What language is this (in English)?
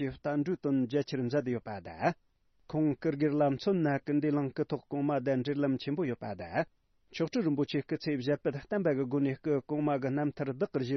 Tibetan